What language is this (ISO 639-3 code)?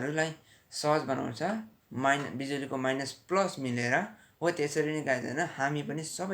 nep